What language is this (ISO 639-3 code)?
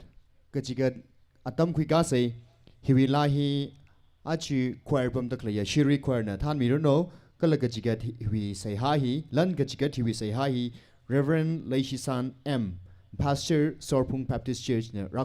nmf